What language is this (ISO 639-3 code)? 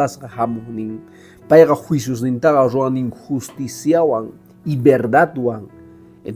que